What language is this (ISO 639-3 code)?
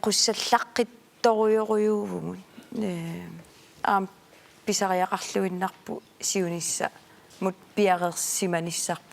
kal